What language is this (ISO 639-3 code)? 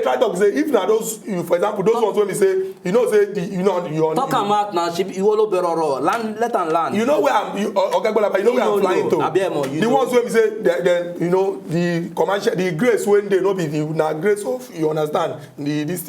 pcm